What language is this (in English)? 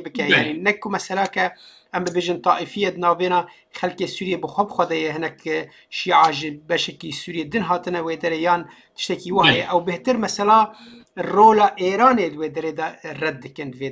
Kurdish